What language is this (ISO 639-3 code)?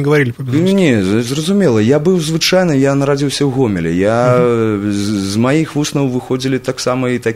bel